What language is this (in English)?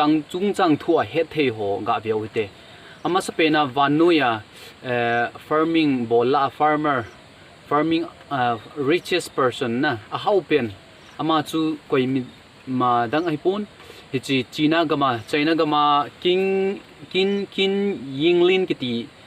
Thado Chin